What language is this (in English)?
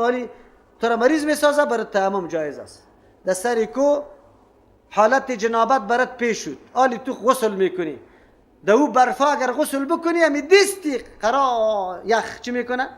Persian